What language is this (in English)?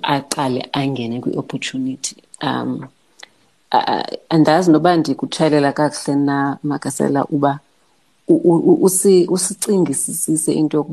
Xhosa